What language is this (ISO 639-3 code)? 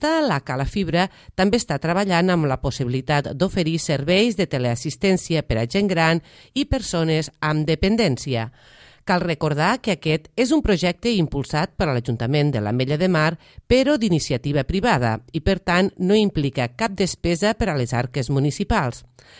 cat